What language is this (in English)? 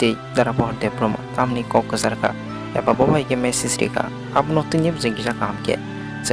Kok Borok